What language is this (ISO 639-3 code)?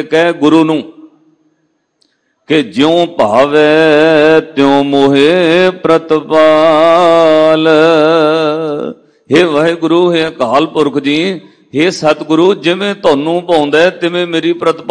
pan